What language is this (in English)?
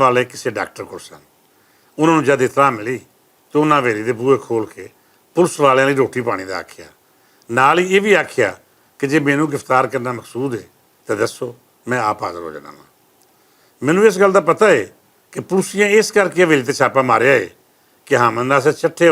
Western Panjabi